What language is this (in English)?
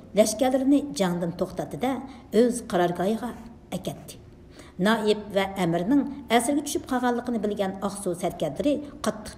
Uyghur